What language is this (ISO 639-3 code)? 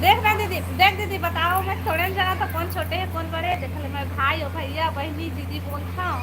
hne